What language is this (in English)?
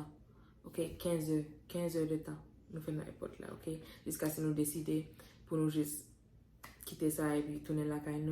Haitian Creole